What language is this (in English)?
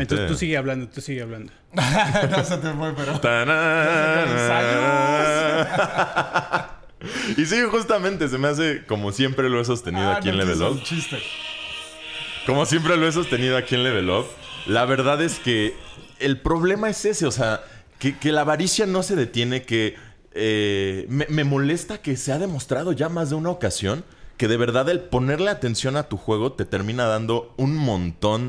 Spanish